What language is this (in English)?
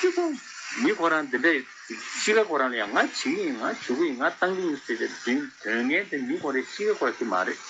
Tibetan